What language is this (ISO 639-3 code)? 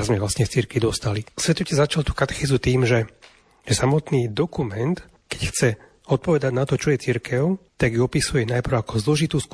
slk